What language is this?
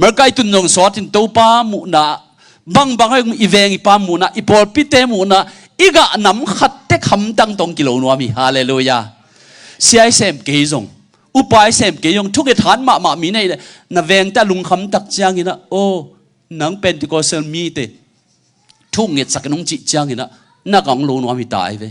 Tedim Chin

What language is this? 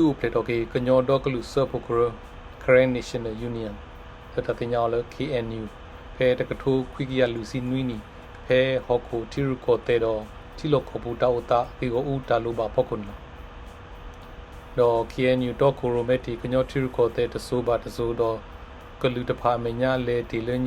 S'gaw Karen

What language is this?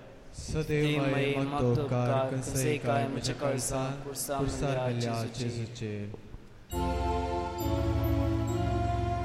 Konkani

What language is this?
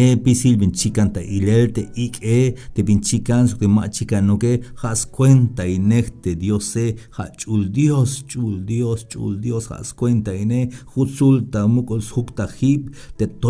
Tzeltal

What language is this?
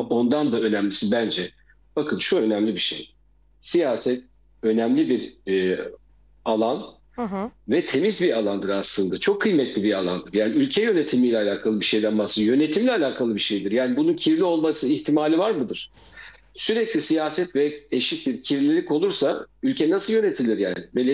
Turkish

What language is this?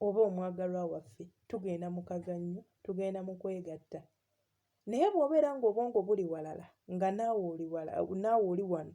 Ganda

